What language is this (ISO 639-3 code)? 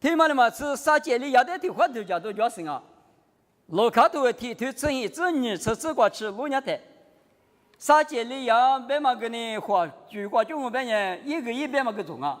lis